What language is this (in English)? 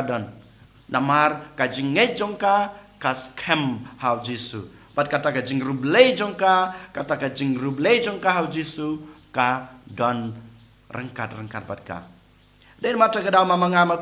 Khasi